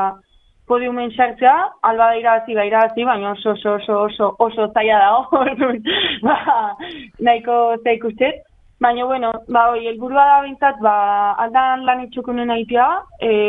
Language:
Basque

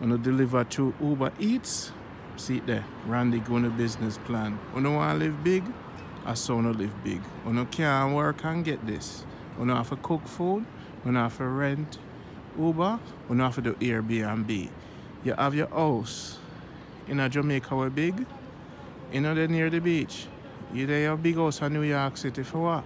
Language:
Jamaican Creole English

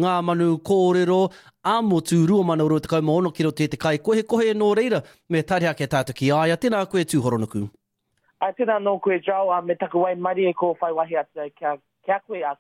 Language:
Māori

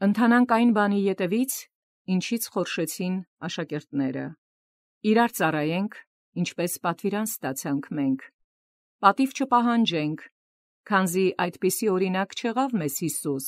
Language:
Armenian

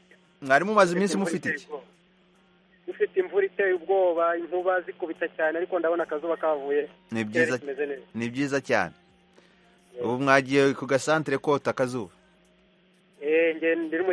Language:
Kinyarwanda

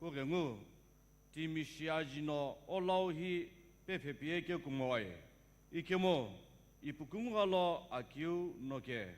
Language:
Sumi Naga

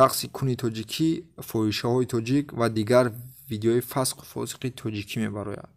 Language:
Tajik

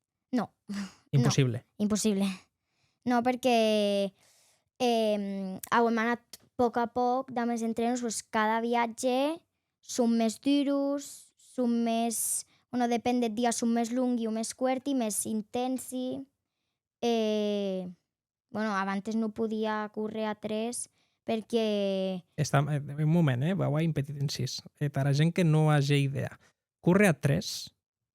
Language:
Occitan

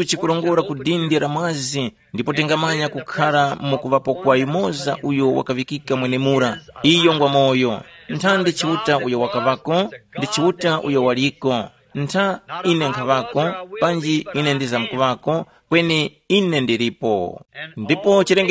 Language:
Tumbuka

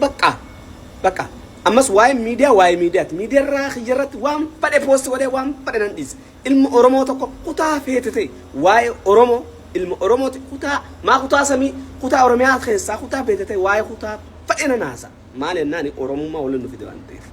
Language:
Oromo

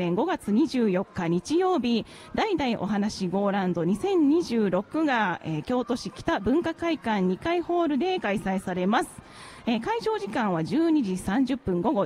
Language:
Japanese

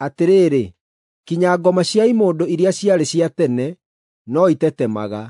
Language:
Kikuyu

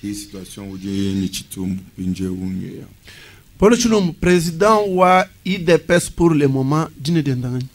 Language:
Luba-Lulua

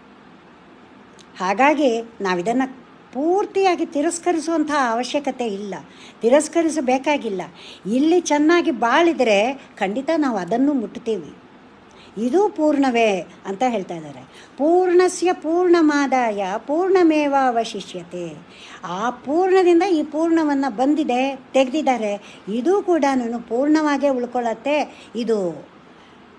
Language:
Kannada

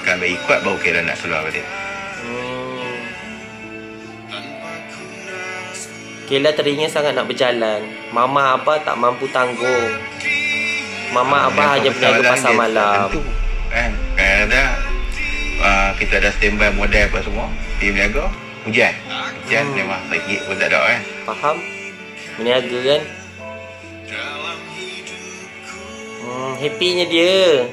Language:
Malay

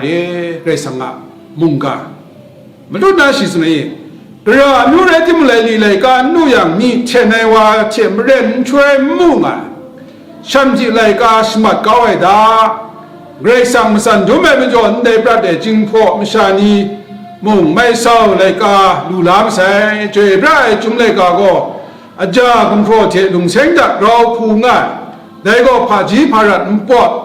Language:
Kachin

